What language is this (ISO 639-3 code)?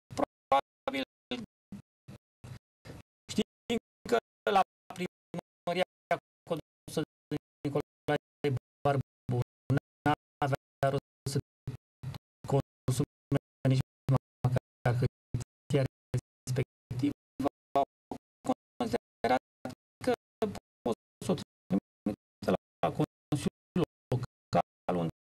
ron